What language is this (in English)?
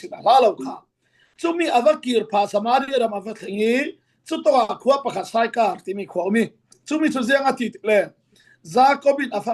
Falam Chin